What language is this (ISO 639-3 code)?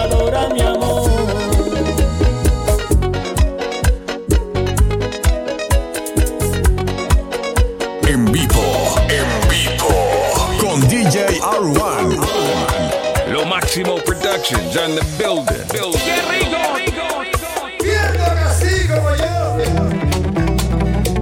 spa